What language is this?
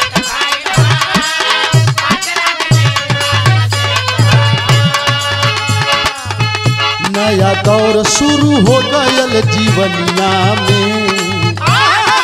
Bhojpuri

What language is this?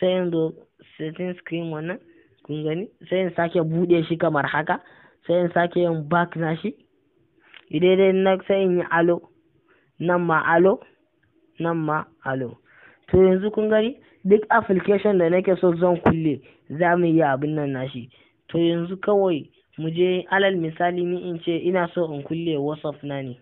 Hausa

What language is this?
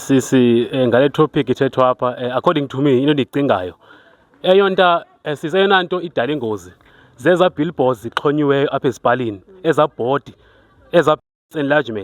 Xhosa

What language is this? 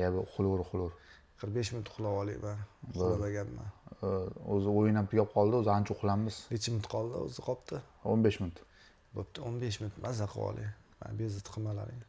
Uzbek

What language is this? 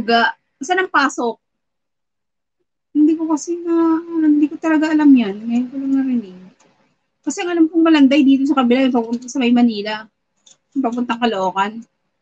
Filipino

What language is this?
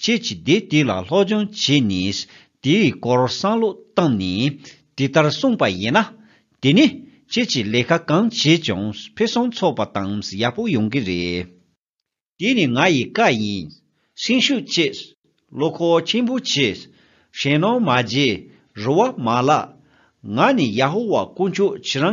Tibetan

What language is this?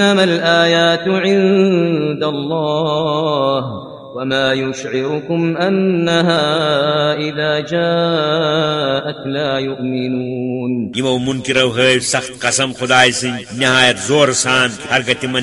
Kashmiri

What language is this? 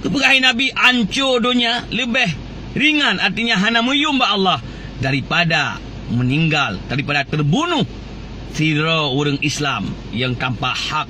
Achinese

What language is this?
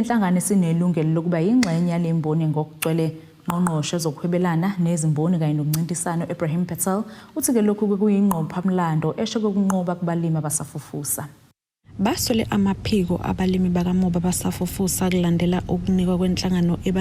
Zulu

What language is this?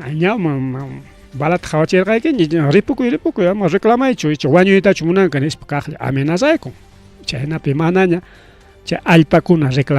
Ayacucho Quechua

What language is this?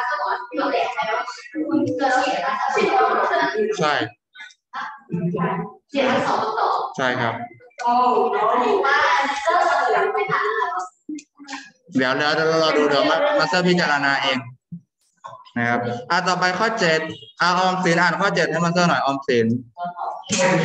Thai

